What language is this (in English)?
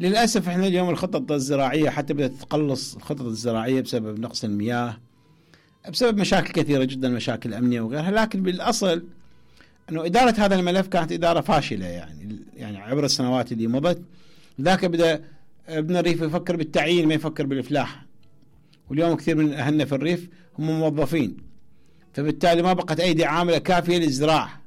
Mesopotamian Arabic